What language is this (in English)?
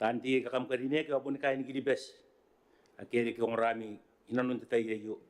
Gilbertese